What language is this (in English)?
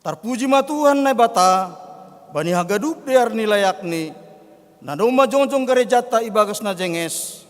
Batak Simalungun